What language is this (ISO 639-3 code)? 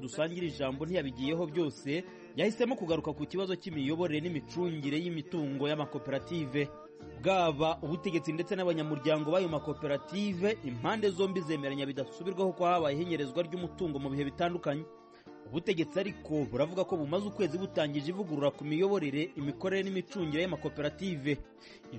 kin